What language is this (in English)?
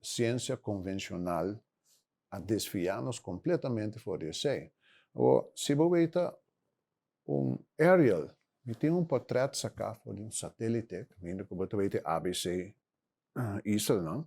Papiamento